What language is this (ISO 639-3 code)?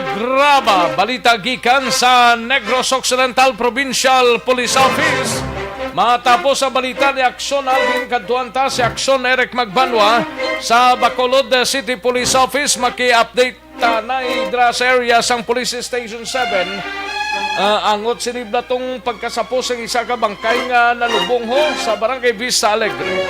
hil